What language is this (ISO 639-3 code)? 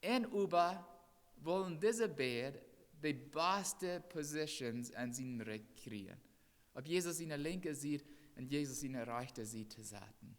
pdt